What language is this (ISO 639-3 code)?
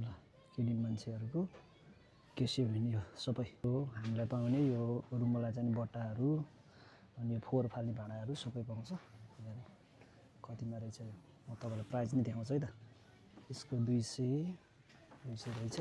nep